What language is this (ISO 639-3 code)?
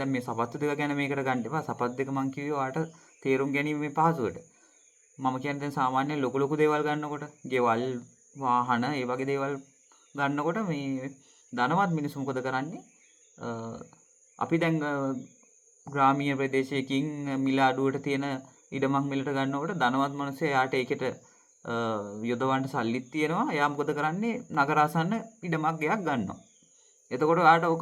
sin